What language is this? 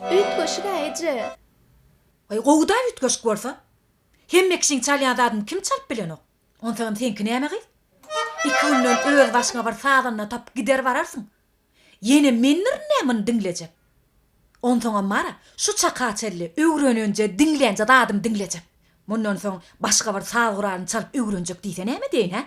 Turkmen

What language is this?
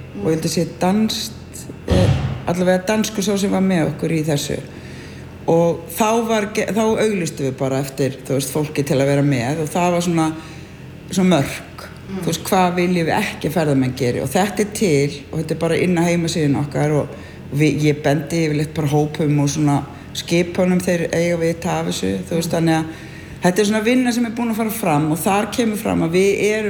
Icelandic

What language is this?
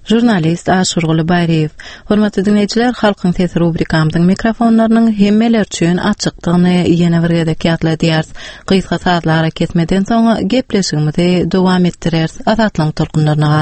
Turkmen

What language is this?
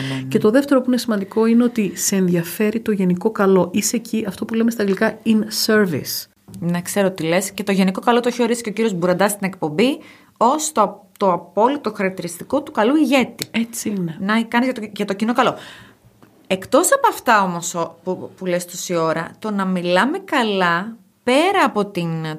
Greek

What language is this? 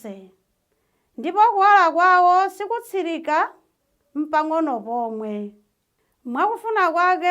Nyanja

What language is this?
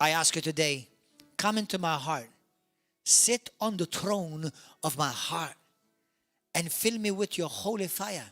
English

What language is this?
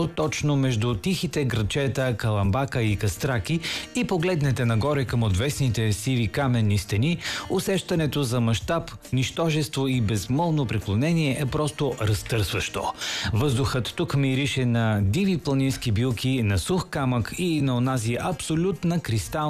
Bulgarian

